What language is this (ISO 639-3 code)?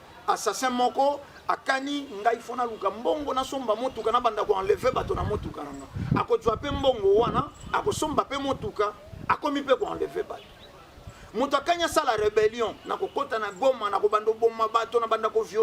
lin